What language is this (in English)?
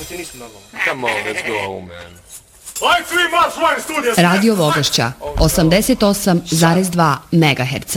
Bosnian